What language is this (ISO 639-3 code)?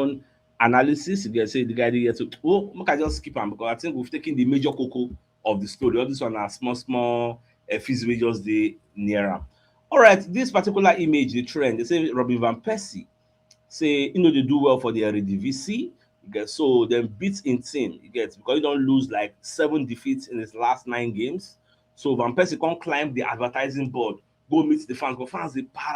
pcm